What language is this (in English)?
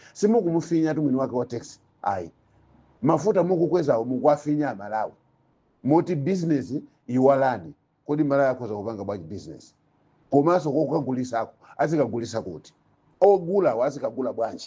Nyanja